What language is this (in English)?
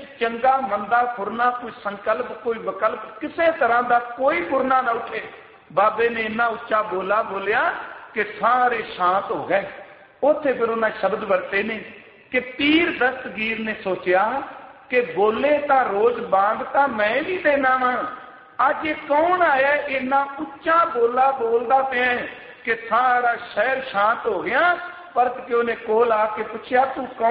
Punjabi